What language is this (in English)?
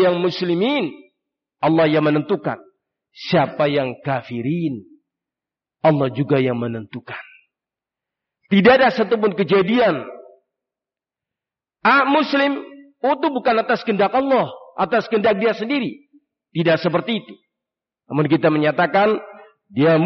Indonesian